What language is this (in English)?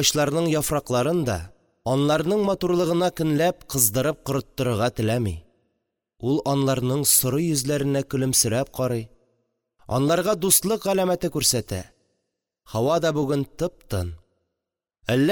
Tatar